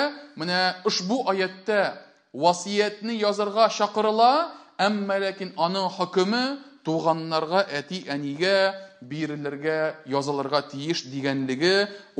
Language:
Tatar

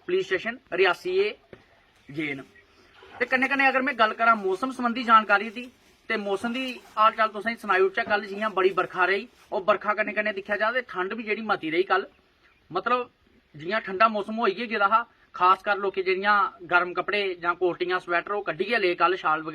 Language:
Dogri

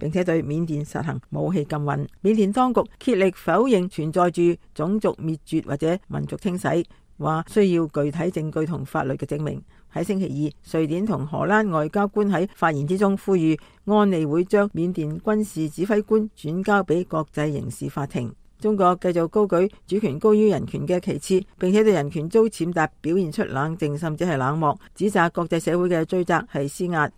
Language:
Cantonese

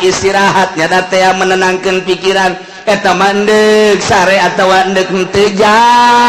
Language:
Sundanese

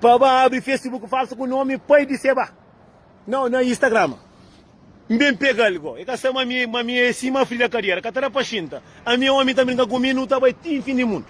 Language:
Kabuverdianu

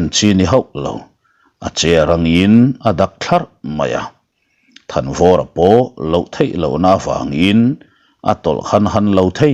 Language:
Mizo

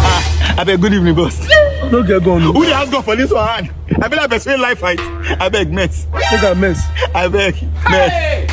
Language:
Nigerian Pidgin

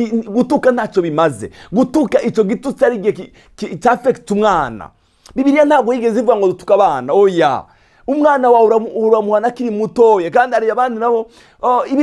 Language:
Rundi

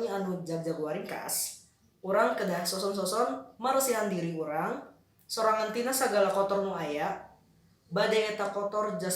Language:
Sundanese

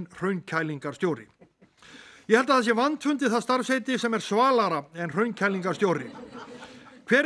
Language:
Icelandic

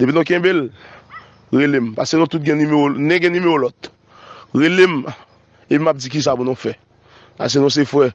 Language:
Haitian Creole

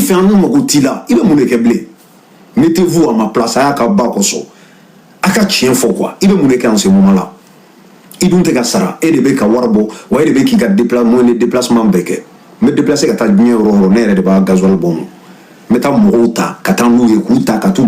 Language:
Bambara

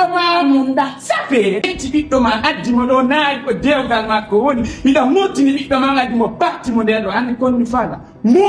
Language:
Fula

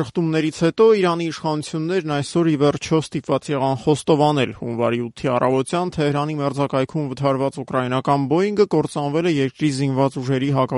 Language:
Armenian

